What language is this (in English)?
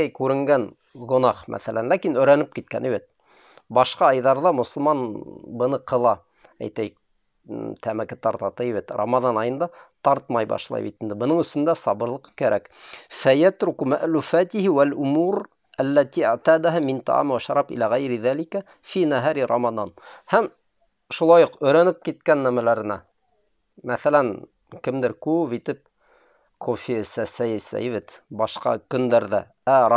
Bashkir